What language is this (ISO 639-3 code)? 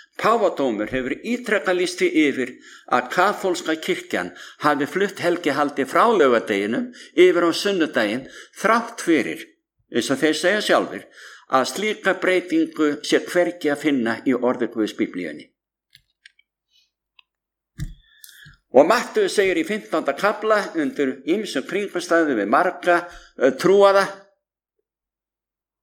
isl